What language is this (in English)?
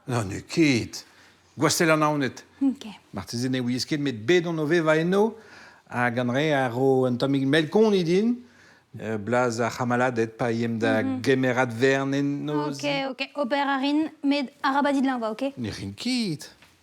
Breton